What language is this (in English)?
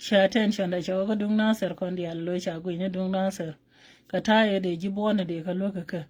Nuer